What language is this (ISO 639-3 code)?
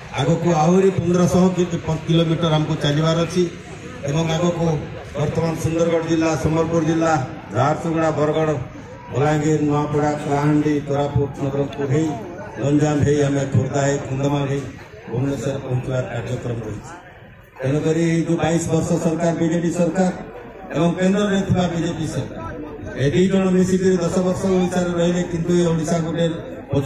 ori